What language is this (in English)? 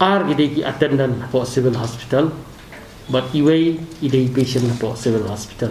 Khasi